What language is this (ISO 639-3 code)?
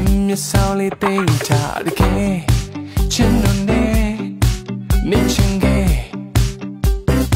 mya